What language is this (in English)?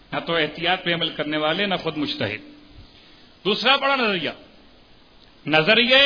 Urdu